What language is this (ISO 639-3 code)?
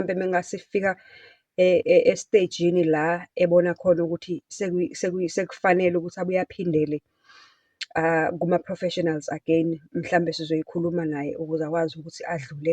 zul